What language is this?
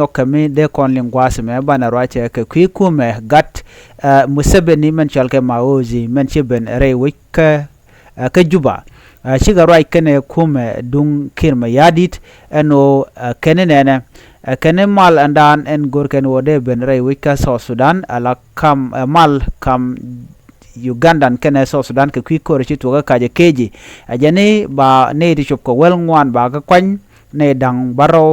Nuer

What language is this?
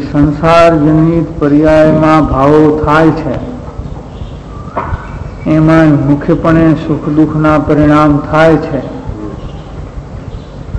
Gujarati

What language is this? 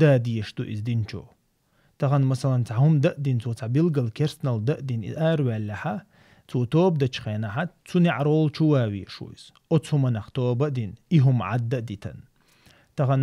Chechen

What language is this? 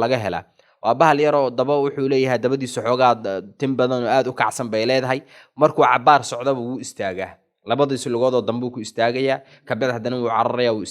Somali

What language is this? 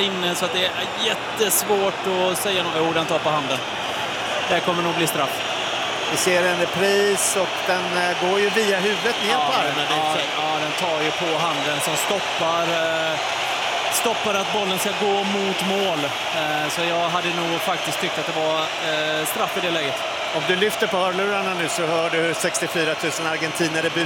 Swedish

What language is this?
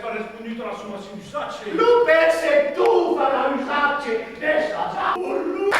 Occitan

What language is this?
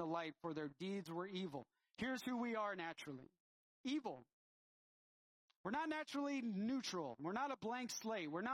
English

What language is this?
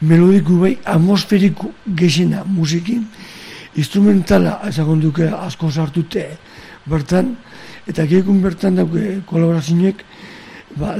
Basque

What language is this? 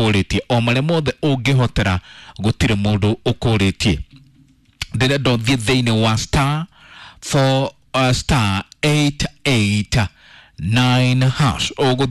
Kikuyu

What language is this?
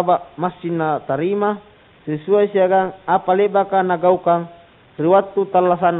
Makasar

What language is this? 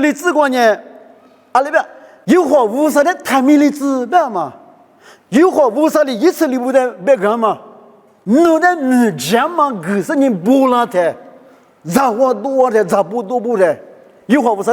Lisu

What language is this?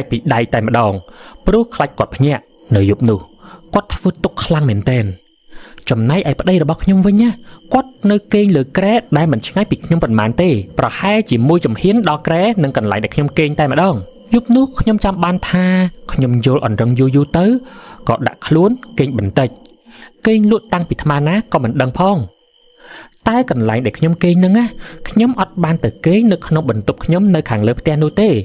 Khmer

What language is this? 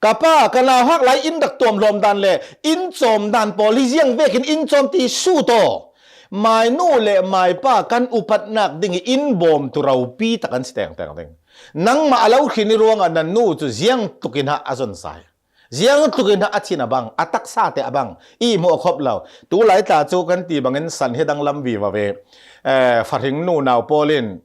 Hakha Chin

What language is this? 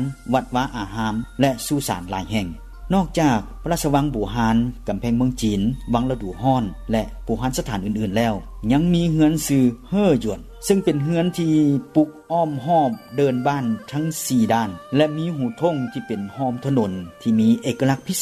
Lao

